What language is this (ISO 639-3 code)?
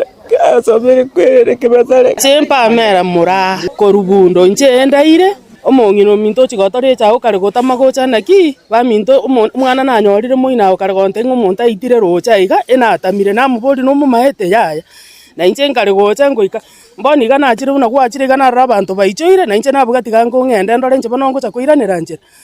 guz